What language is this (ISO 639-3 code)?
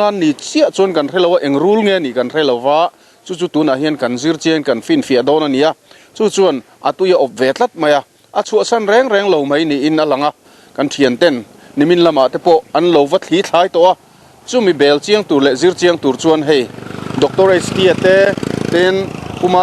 lus